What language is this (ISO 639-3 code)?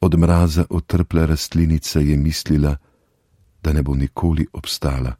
slv